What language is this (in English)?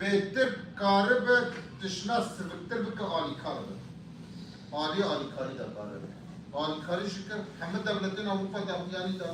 Kurdish